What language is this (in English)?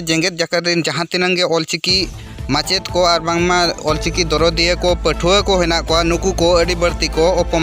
Santali